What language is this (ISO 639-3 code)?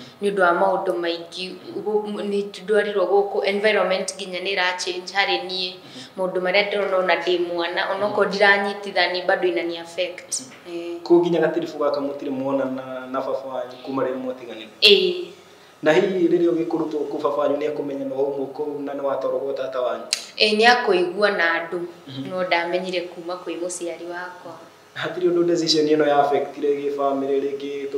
kik